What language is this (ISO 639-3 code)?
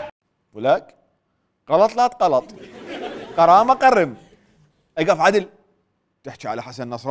acm